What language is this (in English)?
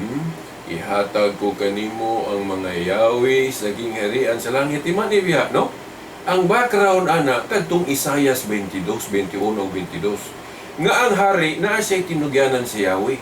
Cebuano